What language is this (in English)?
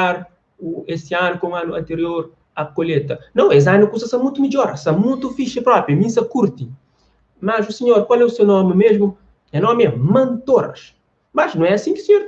Kabuverdianu